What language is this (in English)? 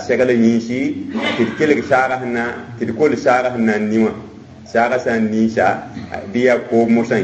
Mossi